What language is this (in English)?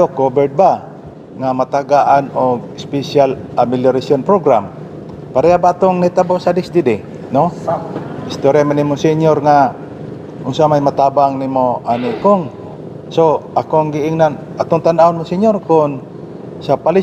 Cebuano